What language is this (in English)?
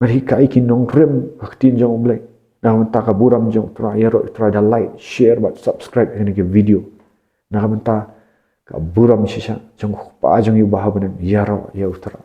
Khasi